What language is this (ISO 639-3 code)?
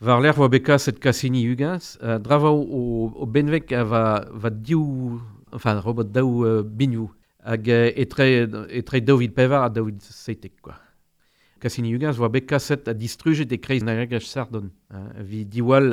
bre